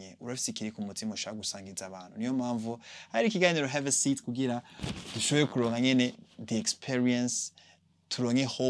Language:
Rundi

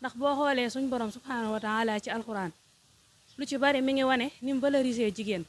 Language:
Wolof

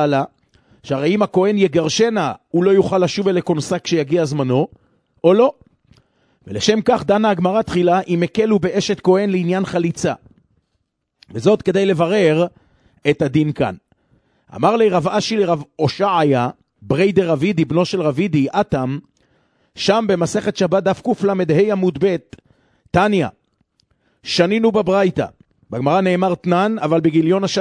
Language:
Hebrew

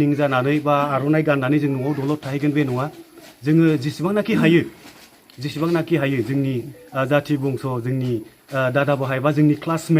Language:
Bodo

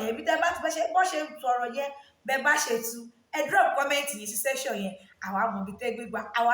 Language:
Yoruba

